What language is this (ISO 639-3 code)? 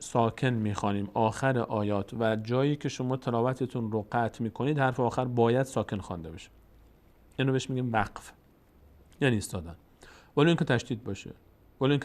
fas